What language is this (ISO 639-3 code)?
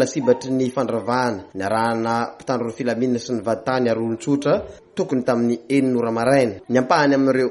mlg